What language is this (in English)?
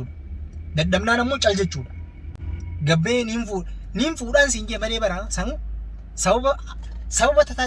Oromo